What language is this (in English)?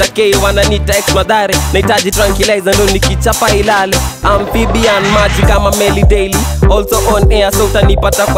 Swahili